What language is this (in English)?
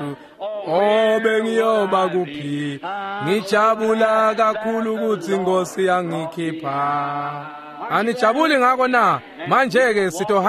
Swati